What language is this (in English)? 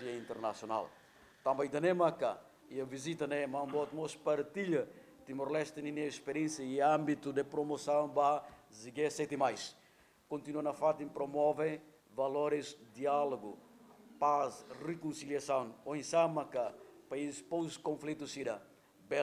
Tetum